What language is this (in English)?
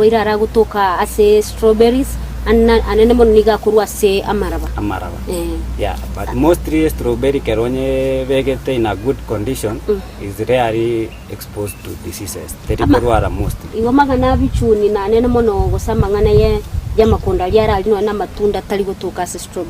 Gusii